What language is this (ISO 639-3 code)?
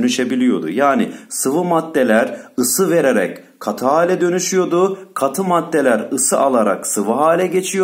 tur